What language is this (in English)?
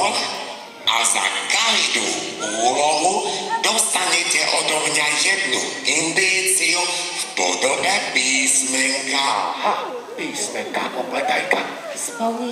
Slovak